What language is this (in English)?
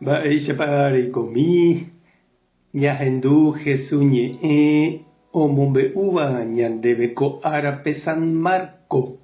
Guarani